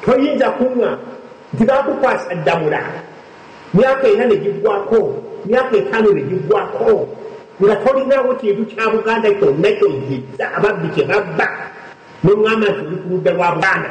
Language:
Ganda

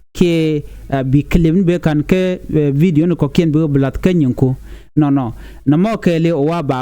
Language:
Nuer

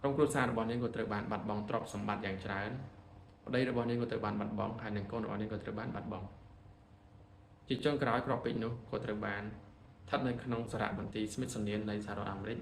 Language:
Khmer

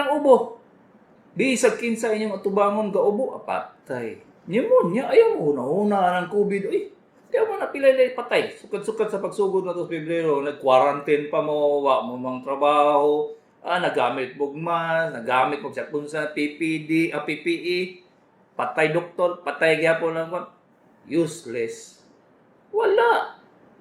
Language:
Cebuano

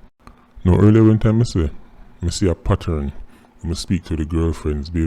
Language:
Jamaican Creole English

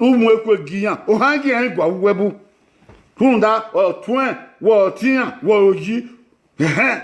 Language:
Bini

